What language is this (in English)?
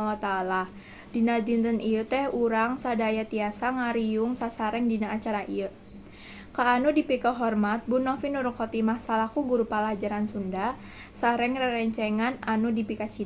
Sundanese